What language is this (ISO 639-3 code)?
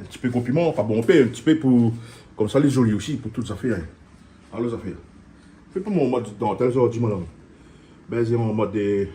rcf